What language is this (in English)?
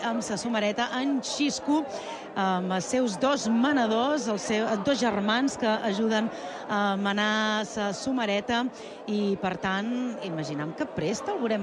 Catalan